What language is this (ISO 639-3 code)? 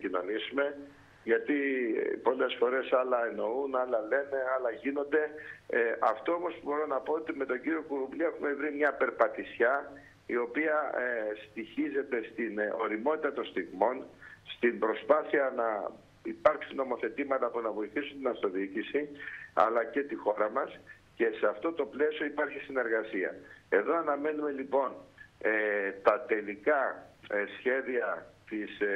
ell